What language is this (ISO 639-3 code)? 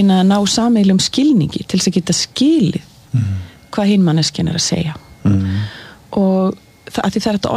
isl